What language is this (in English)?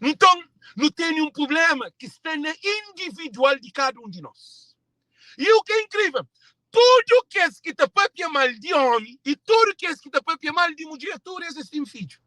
Kabuverdianu